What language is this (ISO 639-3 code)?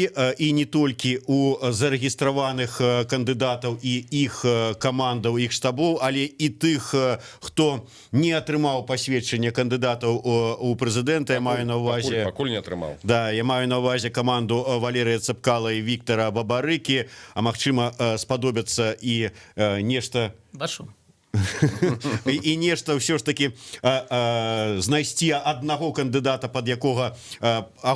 bel